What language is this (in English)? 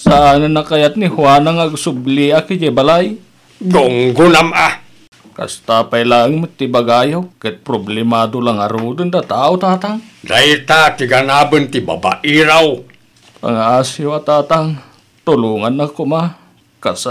Iloko